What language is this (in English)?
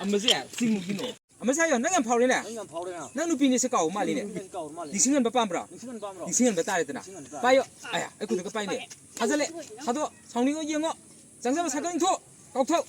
Manipuri